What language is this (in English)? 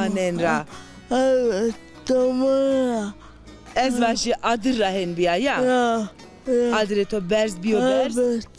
Zaza